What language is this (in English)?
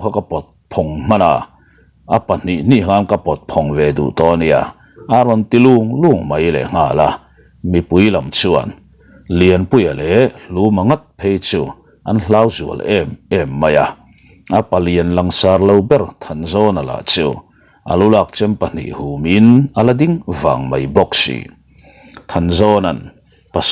Mizo